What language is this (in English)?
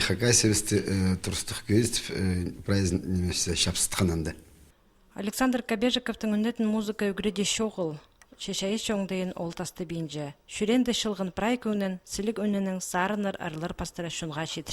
Khakas